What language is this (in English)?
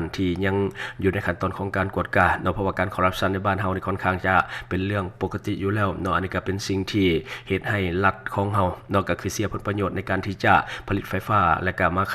Lao